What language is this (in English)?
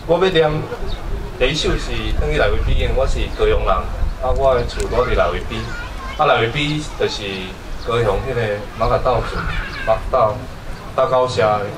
Min Nan Chinese